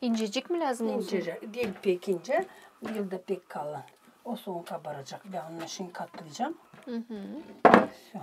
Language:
Gagauz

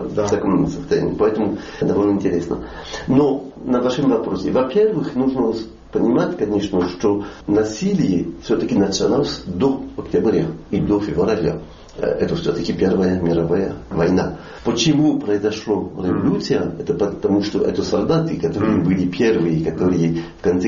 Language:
Russian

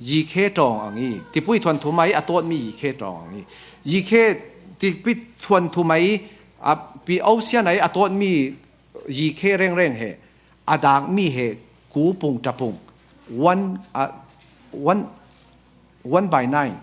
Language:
Falam Chin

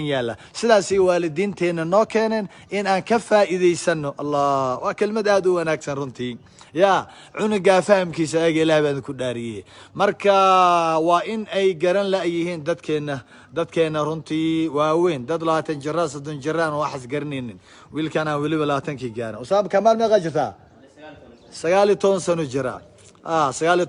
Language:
Somali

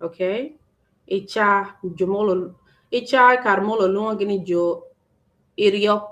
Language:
Acoli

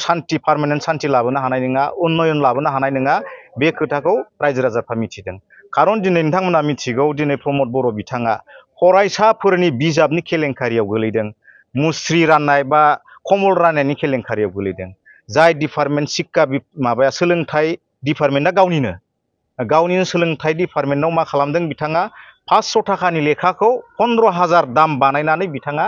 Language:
Bodo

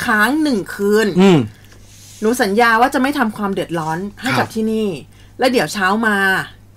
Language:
Thai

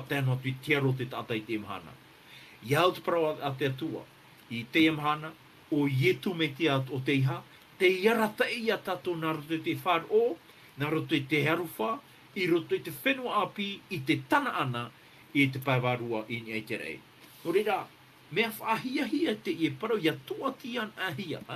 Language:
Tahitian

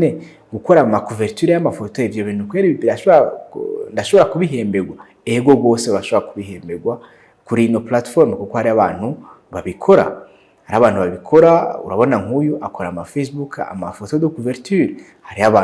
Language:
Rundi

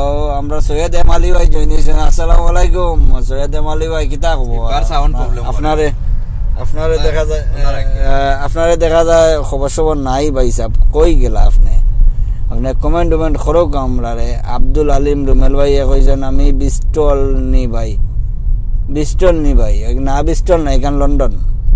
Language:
Sylheti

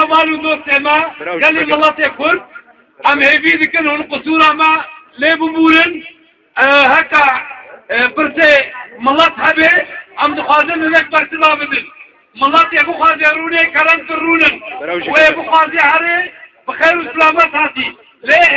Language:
Kurdish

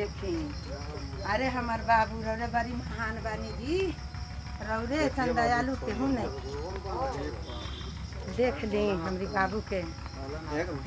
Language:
Bhojpuri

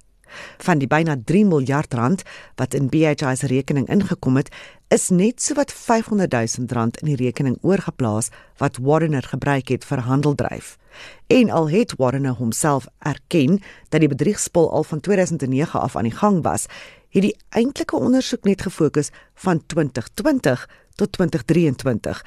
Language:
Afrikaans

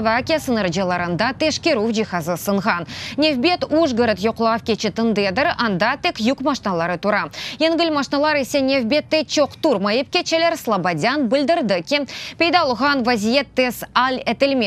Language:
Crimean Tatar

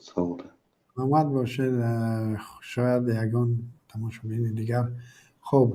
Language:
Tajik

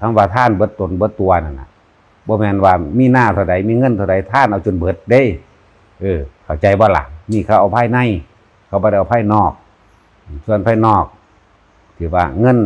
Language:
Northeastern Thai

